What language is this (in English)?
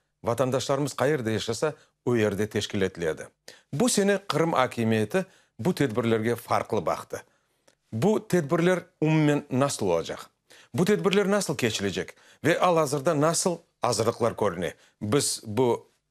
Crimean Tatar